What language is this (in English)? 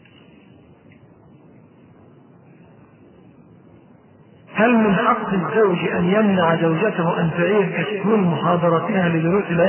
Arabic